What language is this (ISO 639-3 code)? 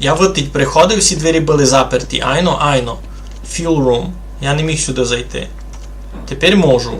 rue